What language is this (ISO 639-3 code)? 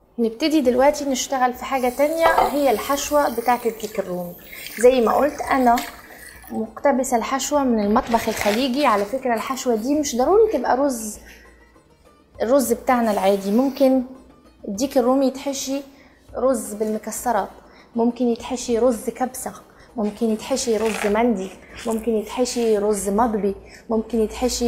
arz